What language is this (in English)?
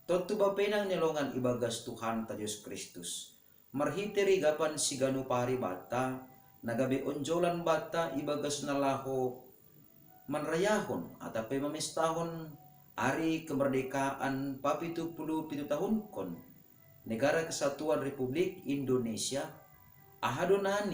Batak Simalungun